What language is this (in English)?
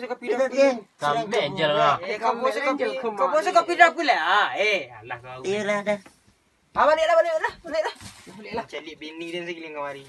Minangkabau